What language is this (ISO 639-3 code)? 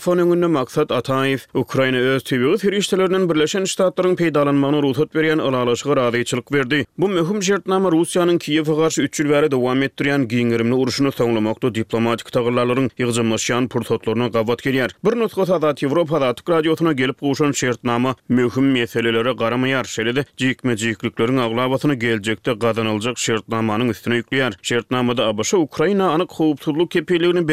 tuk